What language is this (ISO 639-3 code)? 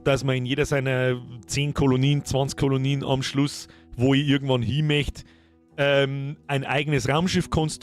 bar